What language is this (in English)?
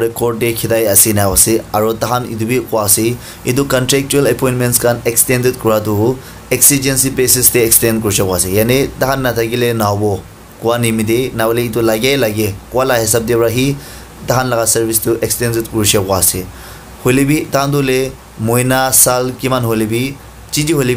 Naga Pidgin